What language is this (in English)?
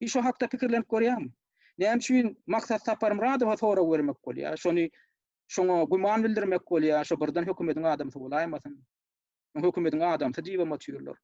Turkmen